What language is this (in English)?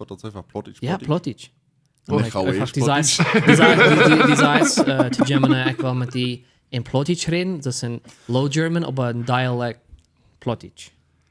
Plautdietsch